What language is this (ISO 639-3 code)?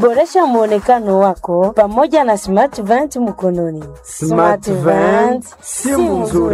swa